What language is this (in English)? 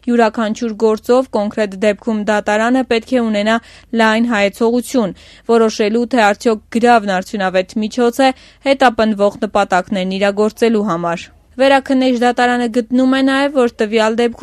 Armenian